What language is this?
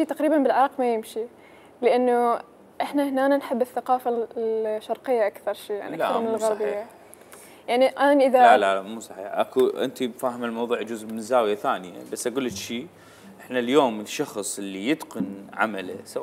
Mesopotamian Arabic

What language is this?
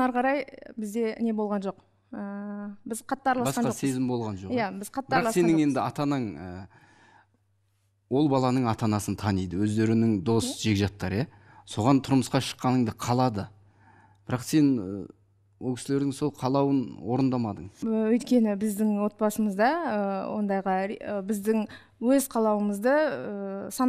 Kazakh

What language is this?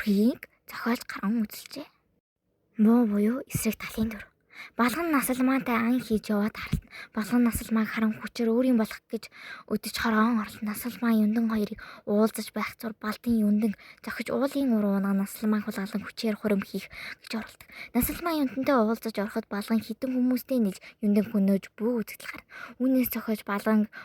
Mongolian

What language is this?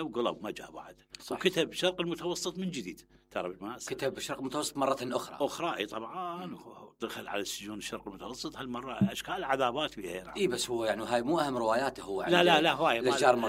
Mesopotamian Arabic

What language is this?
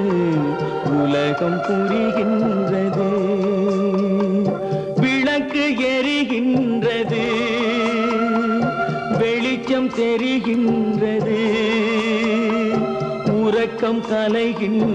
Tamil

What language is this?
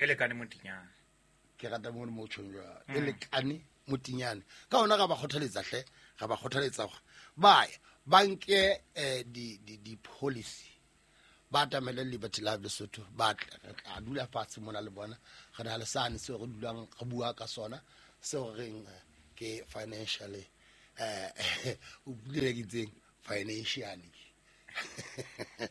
Southern Sotho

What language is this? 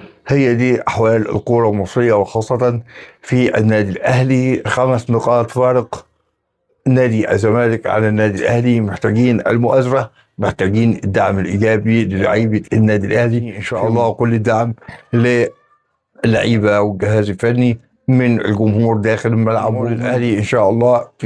Egyptian Arabic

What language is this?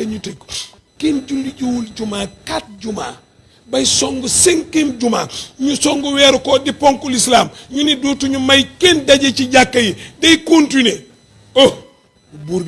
Wolof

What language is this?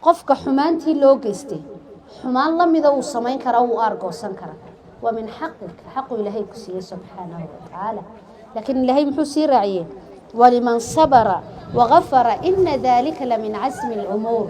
Somali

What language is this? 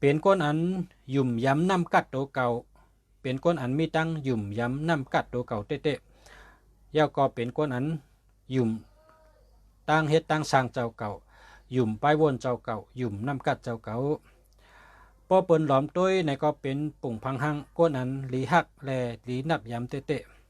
Shan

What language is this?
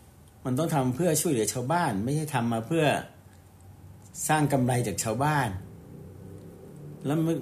Thai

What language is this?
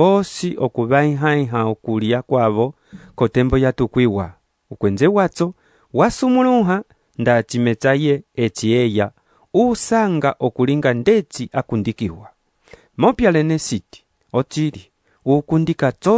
Umbundu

